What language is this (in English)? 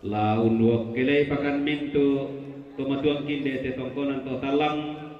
Toraja-Sa'dan